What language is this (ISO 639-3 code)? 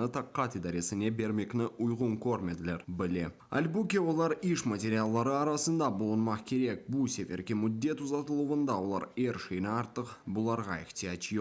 crh